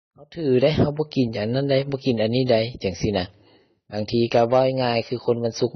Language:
Lao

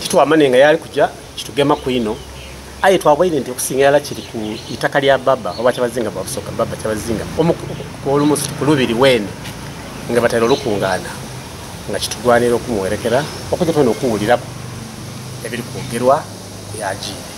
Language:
Soga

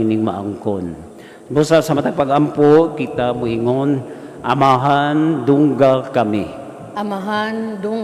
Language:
Cebuano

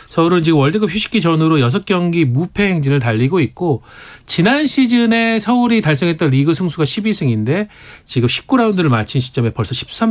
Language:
Korean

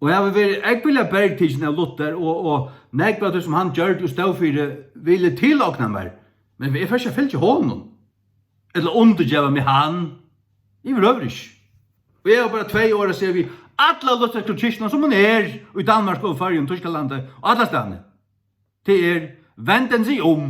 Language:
Faroese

